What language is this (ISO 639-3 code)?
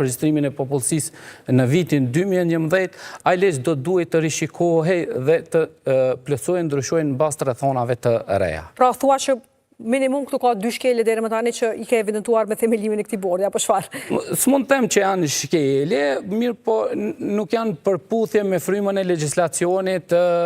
sqi